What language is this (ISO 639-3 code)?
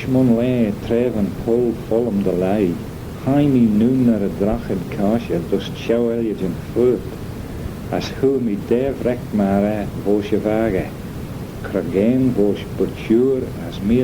glv